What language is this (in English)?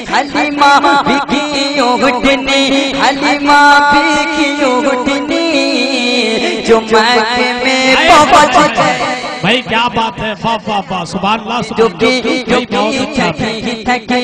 Urdu